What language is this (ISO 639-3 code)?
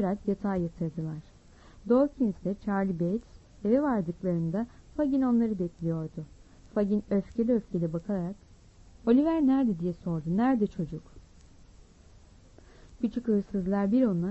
tur